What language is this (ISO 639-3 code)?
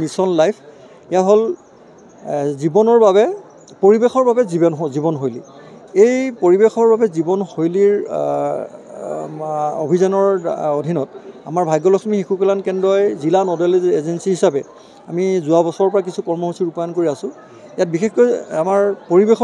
asm